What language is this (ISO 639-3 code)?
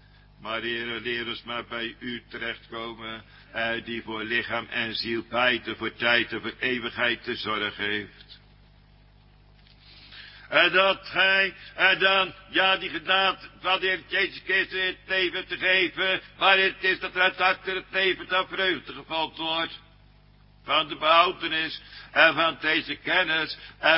nld